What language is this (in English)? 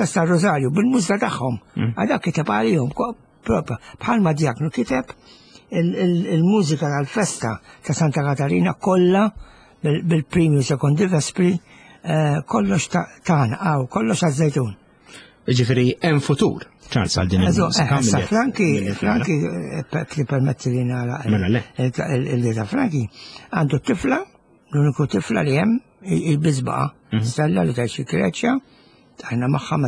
Maltese